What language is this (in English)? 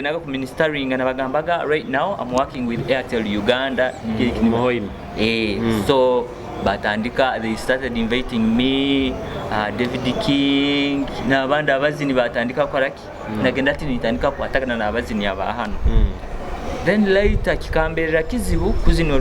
Nyoro